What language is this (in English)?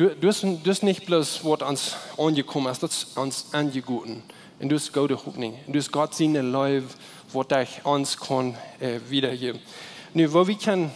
Plautdietsch